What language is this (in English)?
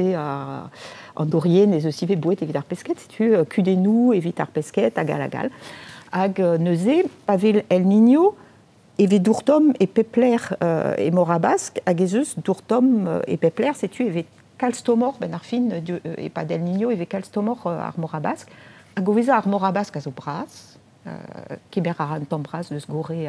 Breton